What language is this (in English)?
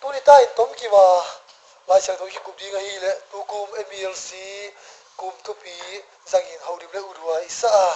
Tedim Chin